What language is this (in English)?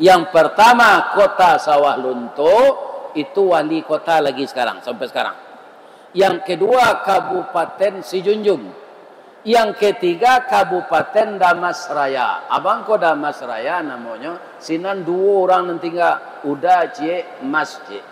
Minangkabau